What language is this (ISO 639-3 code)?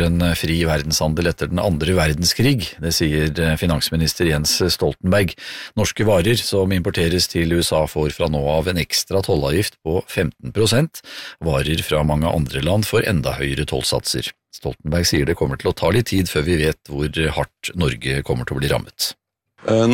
nor